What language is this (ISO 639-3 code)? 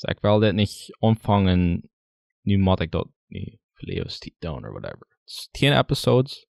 pdt